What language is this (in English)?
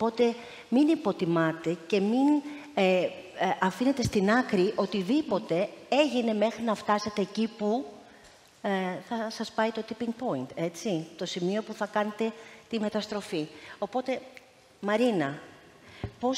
Greek